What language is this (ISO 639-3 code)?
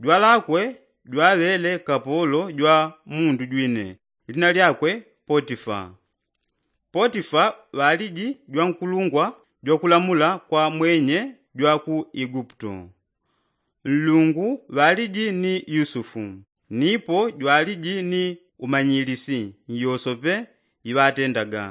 yao